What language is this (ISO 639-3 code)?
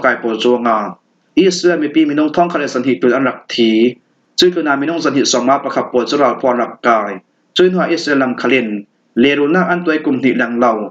cfm